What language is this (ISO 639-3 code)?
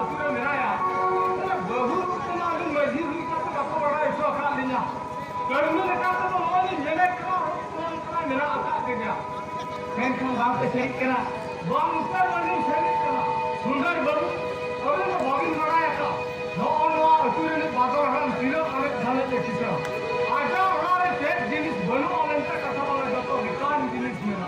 sat